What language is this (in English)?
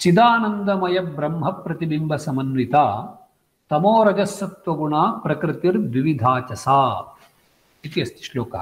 Sanskrit